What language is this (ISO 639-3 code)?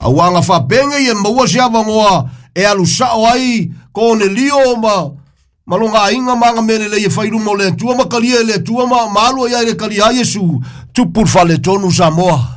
smo